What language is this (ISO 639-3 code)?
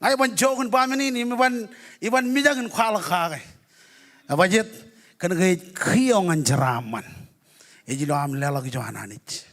mah